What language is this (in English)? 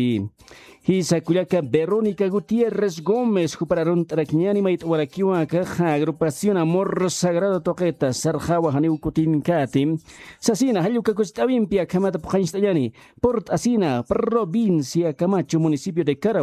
Aymara